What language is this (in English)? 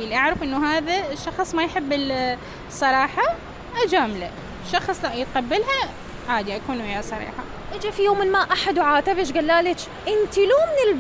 Mesopotamian Arabic